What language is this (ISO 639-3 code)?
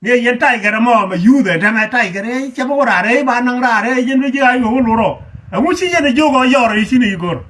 nus